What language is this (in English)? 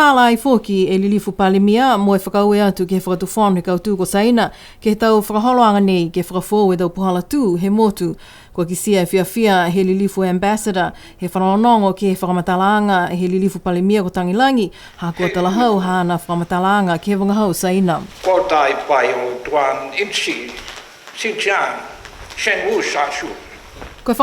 Niuean